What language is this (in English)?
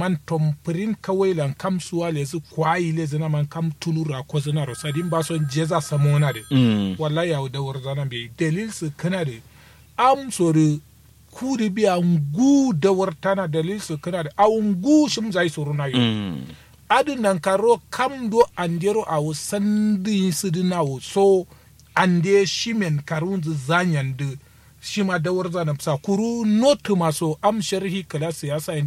Kanuri